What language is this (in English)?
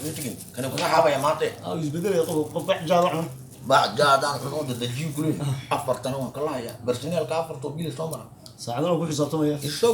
Somali